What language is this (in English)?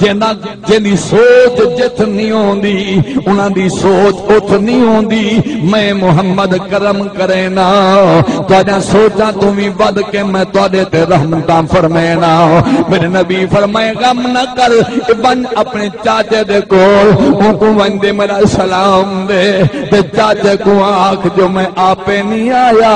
Saraiki